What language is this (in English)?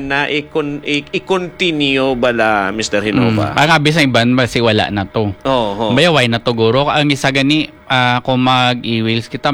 Hiligaynon